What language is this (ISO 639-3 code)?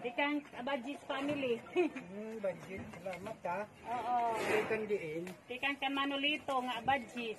war